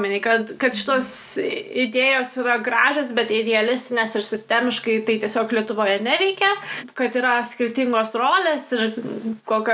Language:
Lithuanian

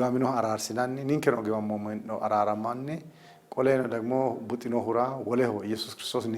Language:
Sidamo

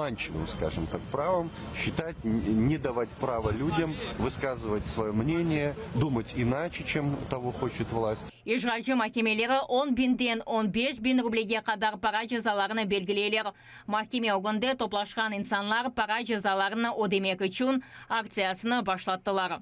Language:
Crimean Tatar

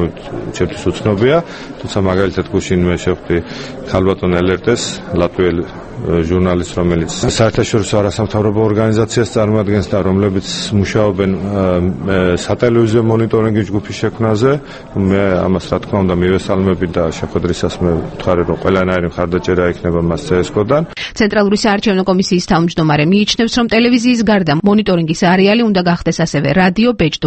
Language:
Georgian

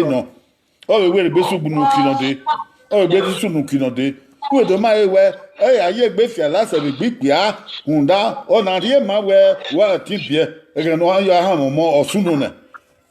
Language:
Bini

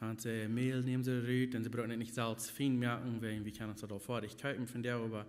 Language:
Plautdietsch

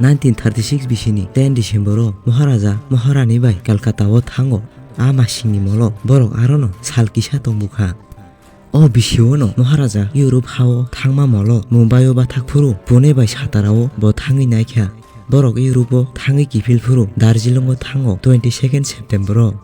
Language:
Kok Borok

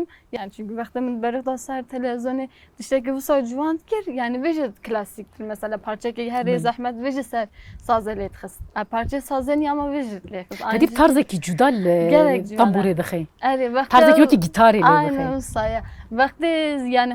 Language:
Kurdish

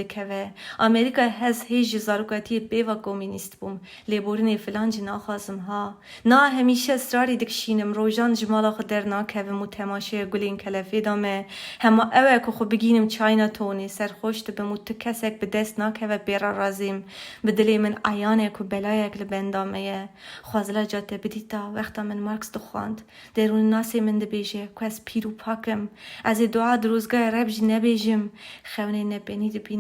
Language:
Kurdish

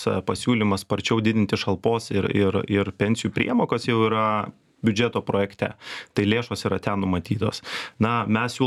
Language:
Lithuanian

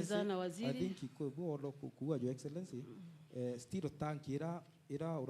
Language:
Meru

